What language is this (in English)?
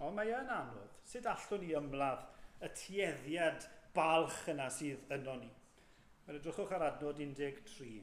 Welsh